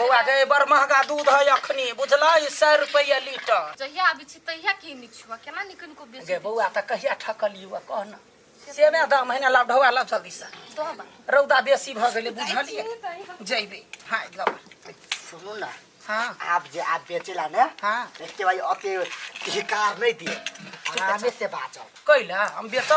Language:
Maithili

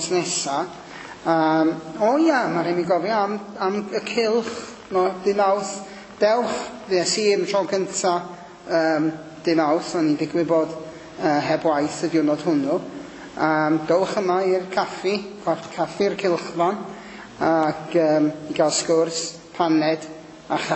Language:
Welsh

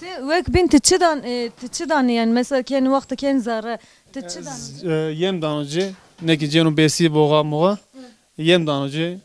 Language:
Zaza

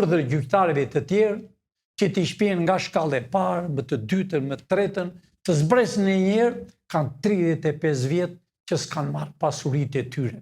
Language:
Albanian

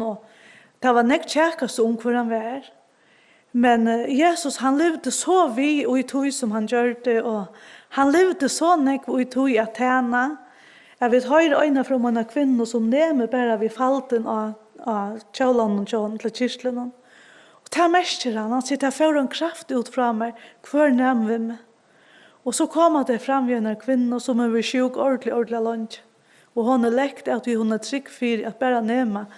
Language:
Faroese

